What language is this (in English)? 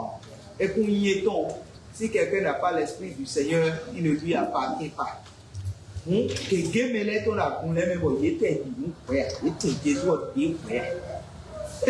Fon